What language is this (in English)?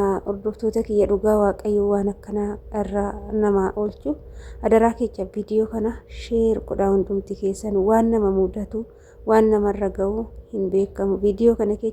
Oromo